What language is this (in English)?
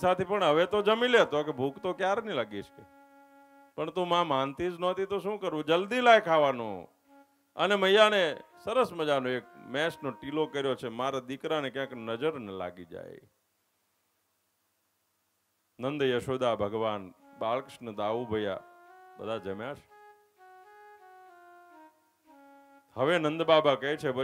Gujarati